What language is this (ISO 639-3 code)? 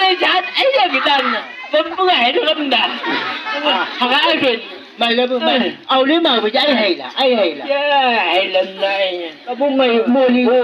nbc